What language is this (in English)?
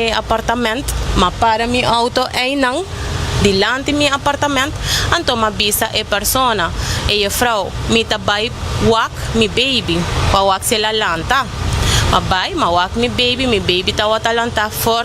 Papiamento